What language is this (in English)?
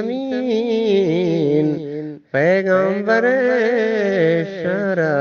Eastern Balochi